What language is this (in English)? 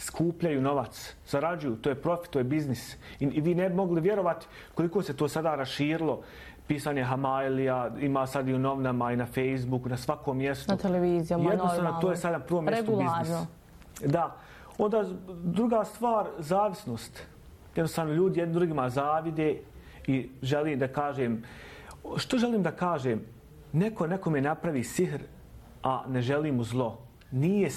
Bosnian